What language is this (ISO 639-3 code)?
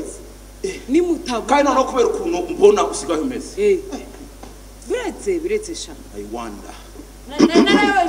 kin